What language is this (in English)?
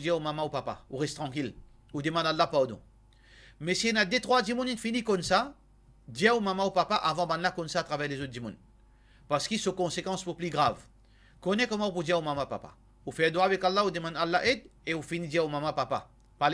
Morisyen